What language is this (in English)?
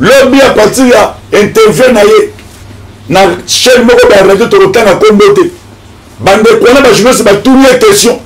Lingala